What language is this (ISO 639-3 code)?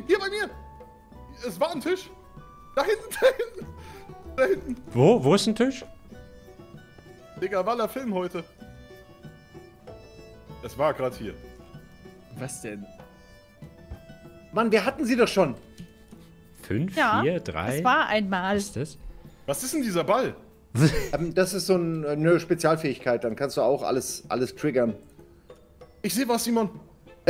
deu